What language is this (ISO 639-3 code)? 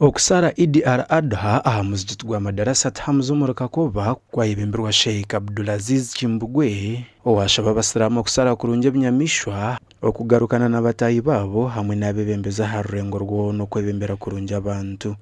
nyn